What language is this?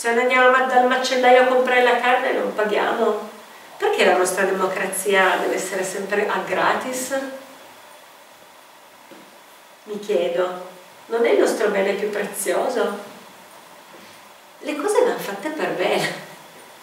Italian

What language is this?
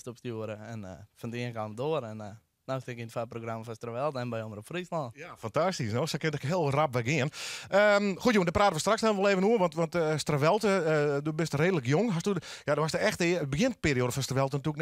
Western Frisian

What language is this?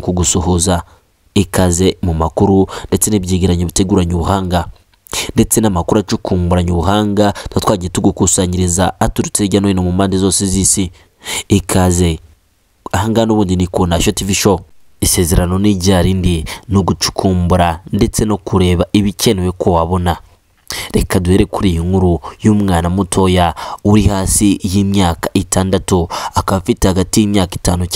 Kinyarwanda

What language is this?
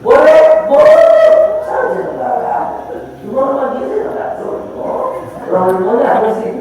Minangkabau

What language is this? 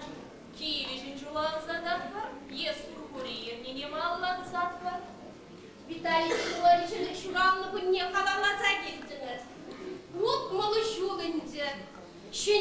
Chuvash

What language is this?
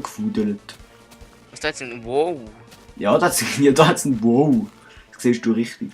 Swiss German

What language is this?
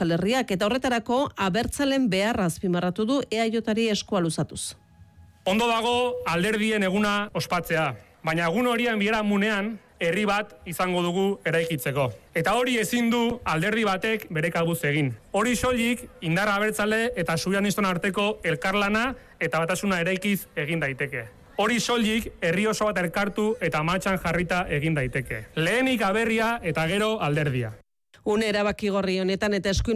Basque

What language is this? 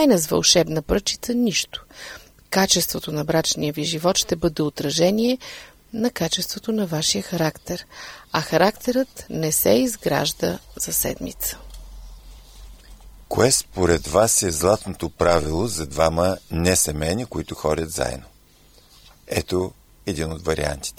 Bulgarian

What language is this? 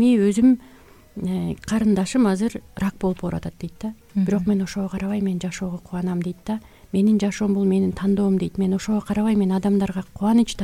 Kyrgyz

